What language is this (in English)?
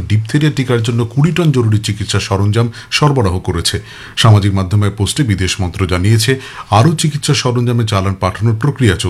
Bangla